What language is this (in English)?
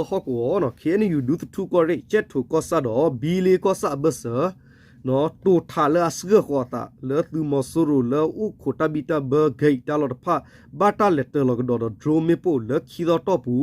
S'gaw Karen